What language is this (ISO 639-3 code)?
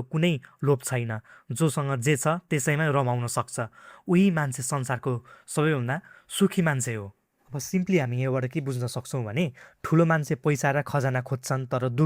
nep